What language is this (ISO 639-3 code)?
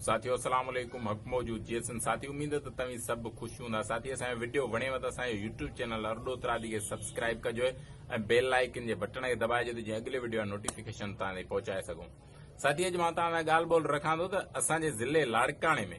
snd